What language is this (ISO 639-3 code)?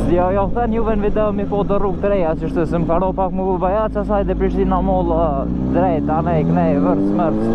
sqi